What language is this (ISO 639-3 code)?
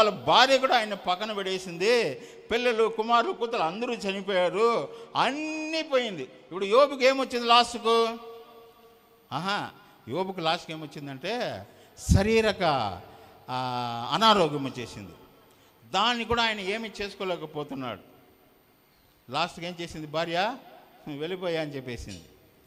tel